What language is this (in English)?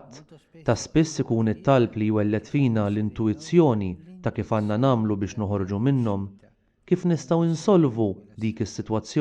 Maltese